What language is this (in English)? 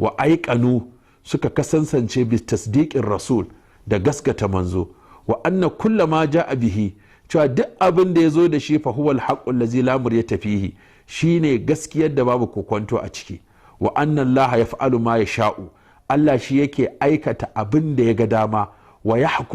Hausa